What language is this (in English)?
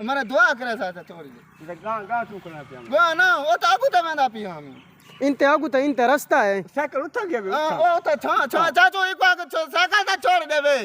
Saraiki